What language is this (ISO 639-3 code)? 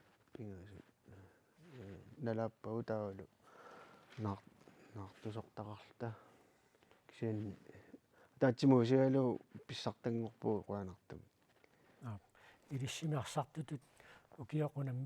kal